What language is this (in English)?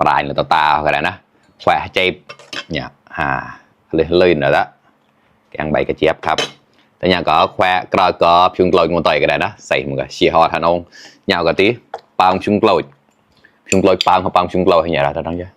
Mon